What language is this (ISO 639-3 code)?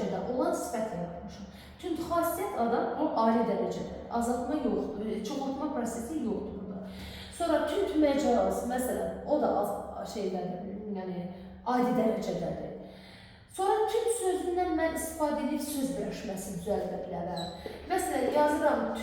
aze